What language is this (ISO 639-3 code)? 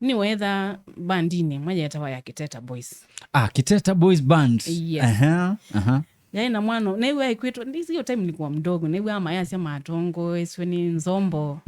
kam